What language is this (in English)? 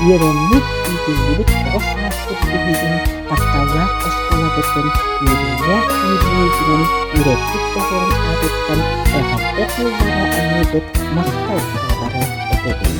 Yakut